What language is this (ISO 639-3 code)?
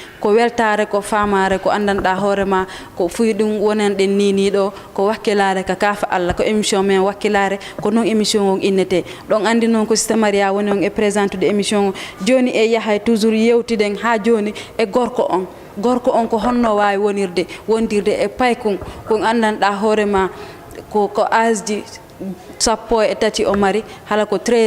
ful